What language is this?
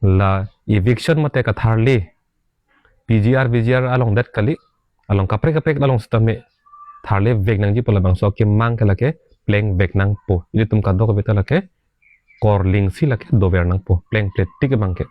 Karbi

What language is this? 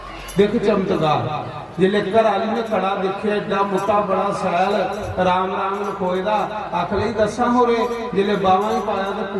Dogri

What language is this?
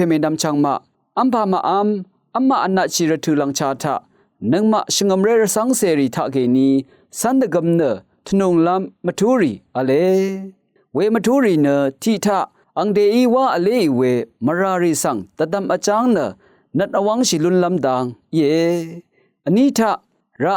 Rawang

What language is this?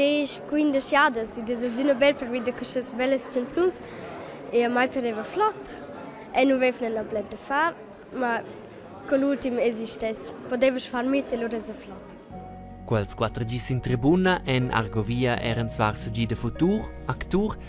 Romansh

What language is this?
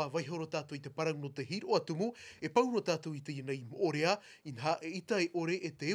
Tahitian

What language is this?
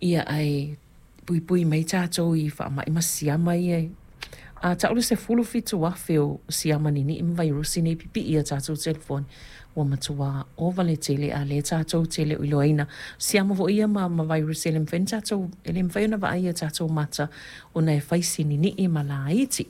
Samoan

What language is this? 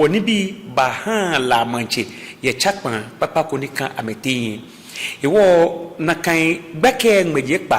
Ga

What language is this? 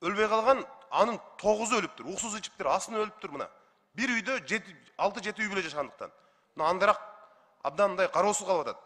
Kyrgyz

